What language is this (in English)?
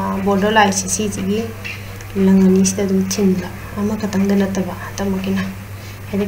Manipuri